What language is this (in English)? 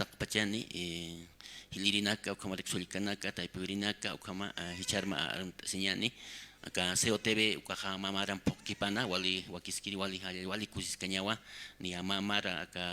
Aymara